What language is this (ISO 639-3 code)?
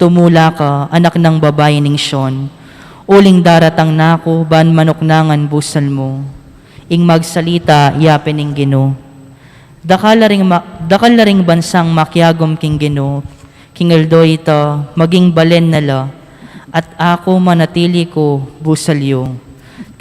pam